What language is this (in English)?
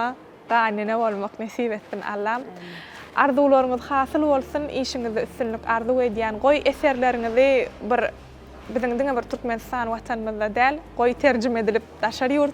Turkmen